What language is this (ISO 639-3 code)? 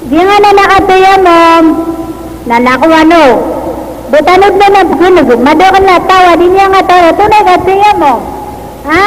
mrw